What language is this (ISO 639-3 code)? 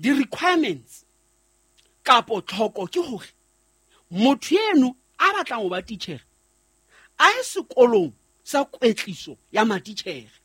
sot